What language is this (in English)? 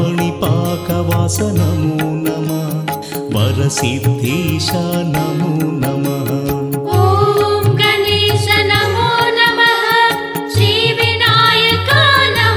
Telugu